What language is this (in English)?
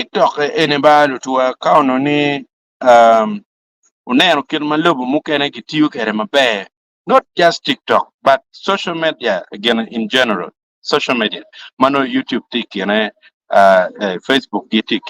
Acoli